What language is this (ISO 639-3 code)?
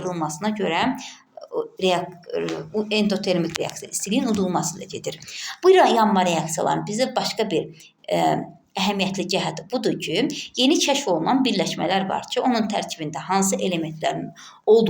aze